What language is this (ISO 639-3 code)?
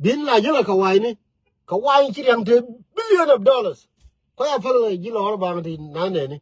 nus